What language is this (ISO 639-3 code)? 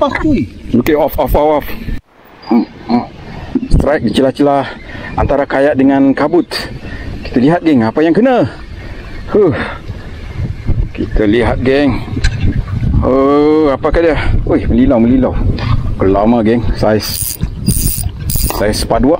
msa